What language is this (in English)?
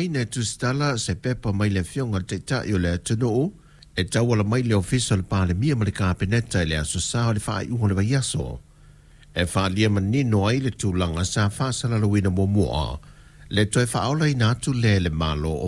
Samoan